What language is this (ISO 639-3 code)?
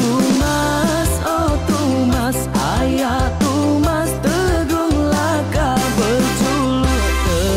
iba